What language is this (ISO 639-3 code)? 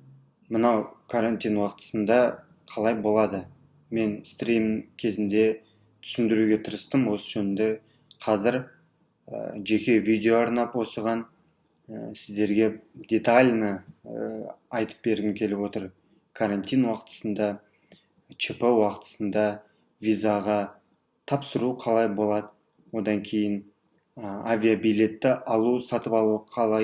kaz